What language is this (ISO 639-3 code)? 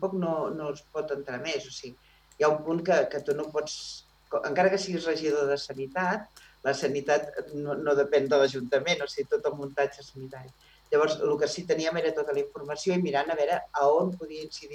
cat